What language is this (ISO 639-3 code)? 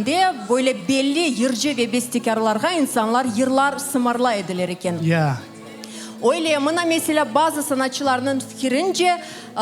crh